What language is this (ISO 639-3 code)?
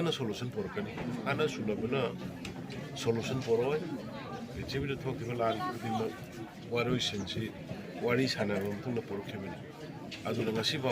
mni